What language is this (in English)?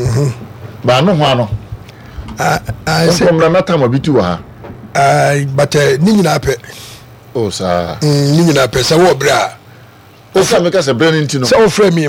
Akan